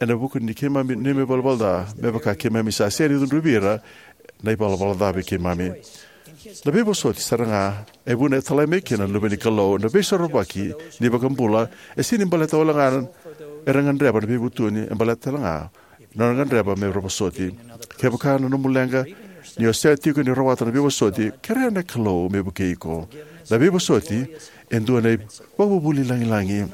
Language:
Fijian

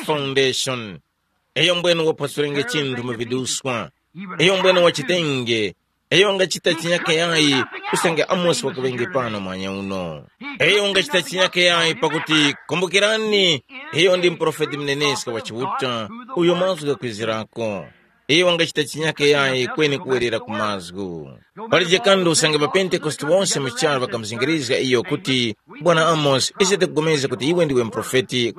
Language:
Tumbuka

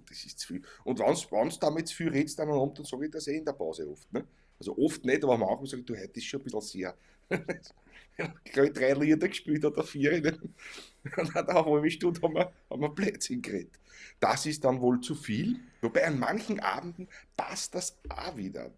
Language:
Bavarian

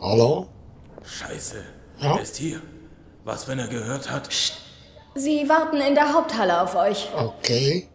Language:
Swiss German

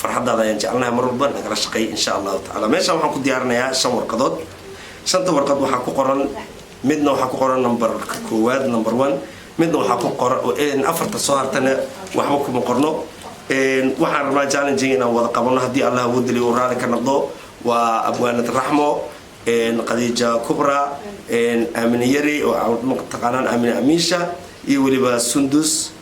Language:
Somali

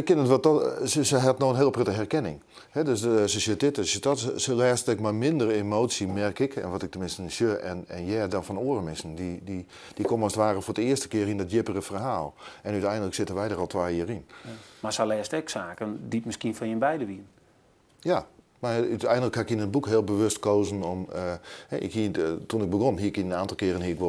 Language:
Western Frisian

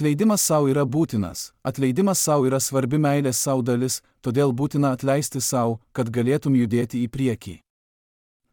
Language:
Lithuanian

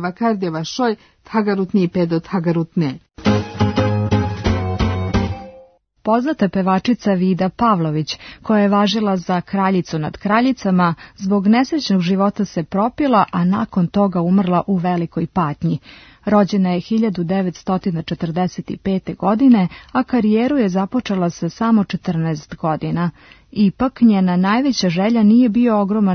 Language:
Serbian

